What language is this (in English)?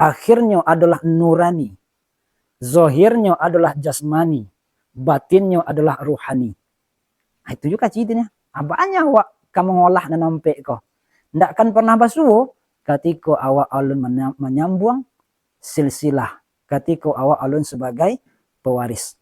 Minangkabau